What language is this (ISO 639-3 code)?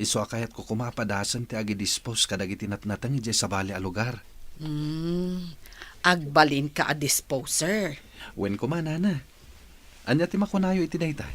ilo